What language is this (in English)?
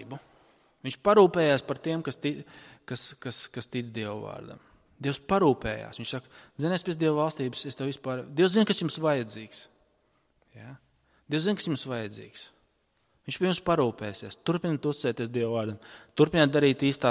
Latvian